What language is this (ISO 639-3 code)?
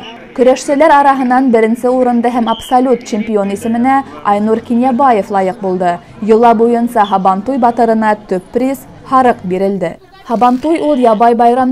bak